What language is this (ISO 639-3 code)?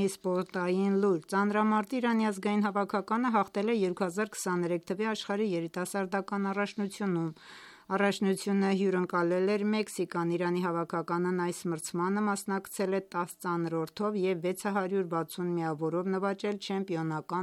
hye